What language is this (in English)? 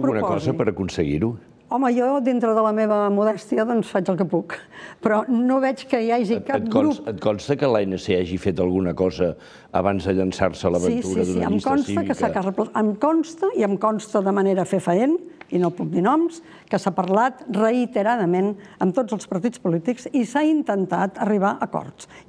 Catalan